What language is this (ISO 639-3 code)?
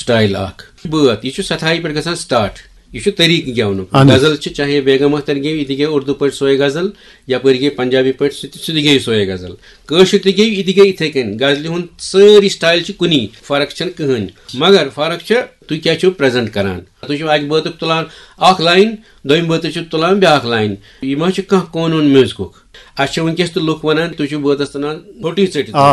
kas